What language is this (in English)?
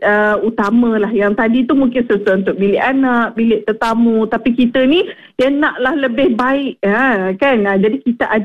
Malay